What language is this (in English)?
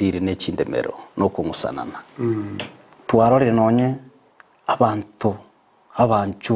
Gusii